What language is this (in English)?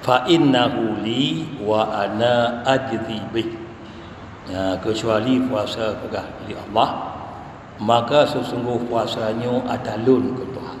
Achinese